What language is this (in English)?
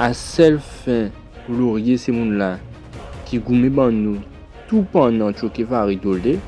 Guadeloupean Creole French